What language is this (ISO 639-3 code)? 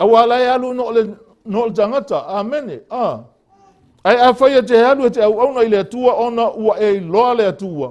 smo